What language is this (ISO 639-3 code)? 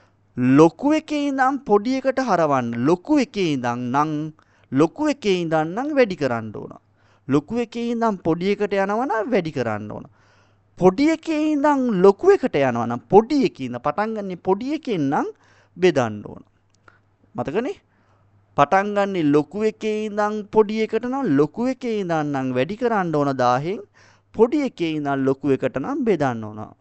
sin